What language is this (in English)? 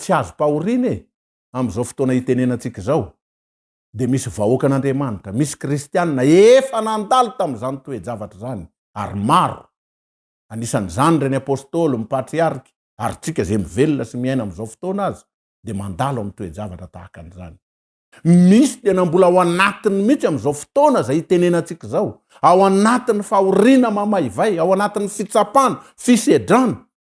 Malagasy